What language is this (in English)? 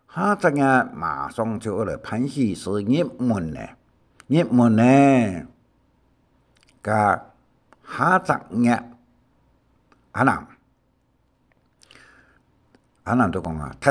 Hakka Chinese